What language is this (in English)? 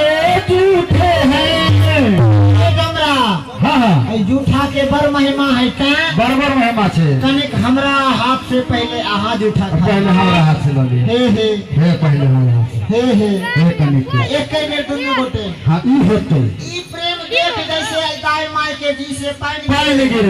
Maithili